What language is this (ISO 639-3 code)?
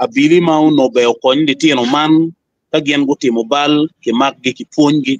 ach